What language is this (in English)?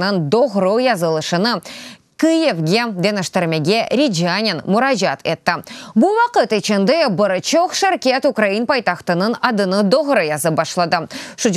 Crimean Tatar